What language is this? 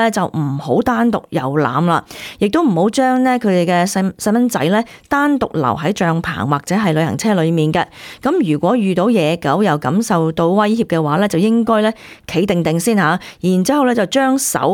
Cantonese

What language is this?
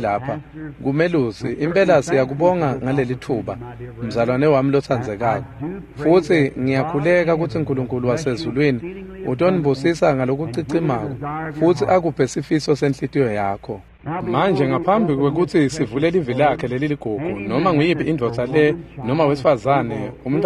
Swati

